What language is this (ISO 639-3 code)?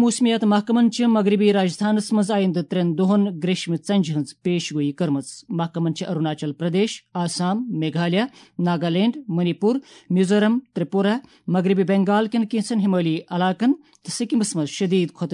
kas